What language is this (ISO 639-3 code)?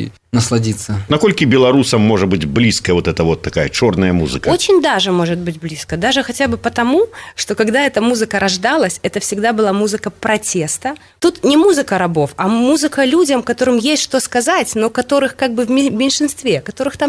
bel